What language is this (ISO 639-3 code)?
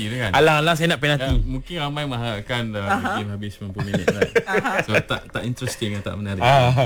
msa